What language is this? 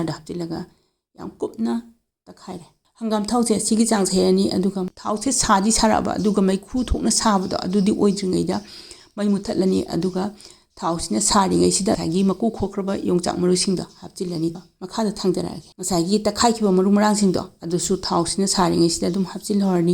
Manipuri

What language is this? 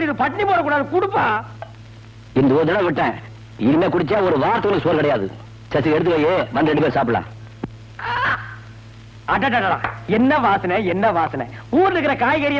Tamil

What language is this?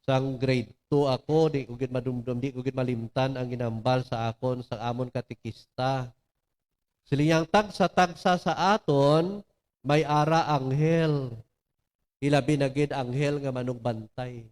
Hiligaynon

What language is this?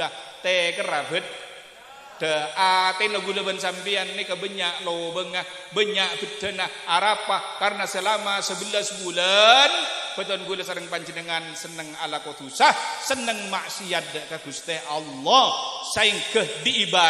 Madurese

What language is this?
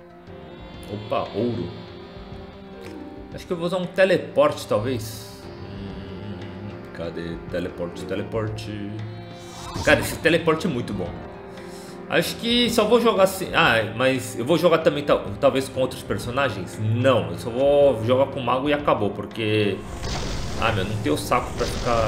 Portuguese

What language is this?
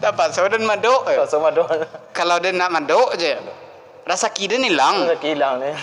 Minangkabau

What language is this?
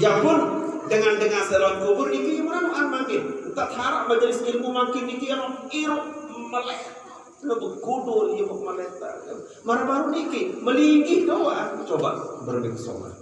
Sasak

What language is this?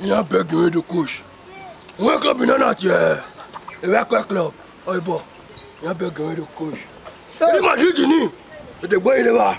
Bini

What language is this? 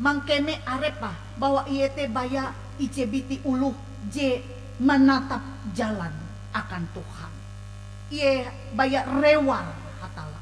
Ngaju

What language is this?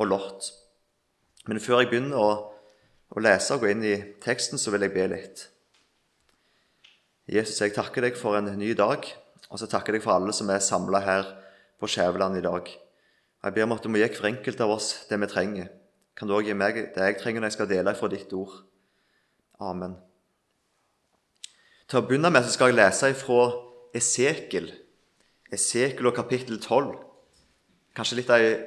Norwegian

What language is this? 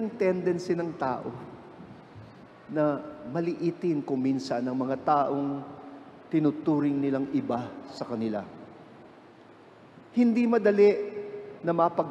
Filipino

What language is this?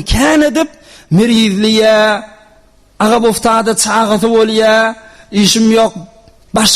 Turkmen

